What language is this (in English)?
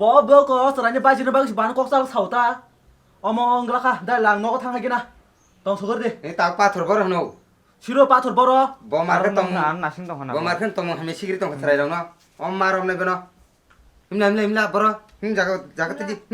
Kok Borok